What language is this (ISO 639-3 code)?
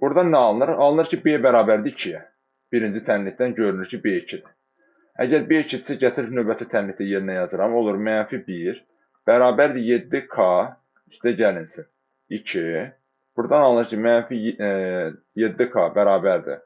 aze